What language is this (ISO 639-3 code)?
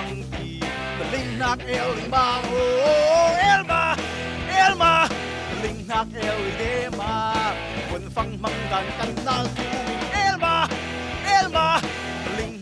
cfm